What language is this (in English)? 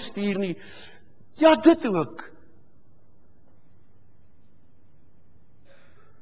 Afrikaans